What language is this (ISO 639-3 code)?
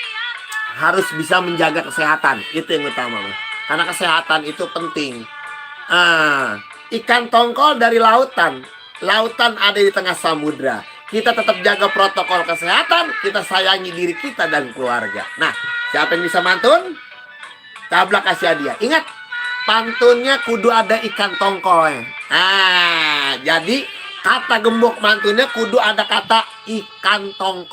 bew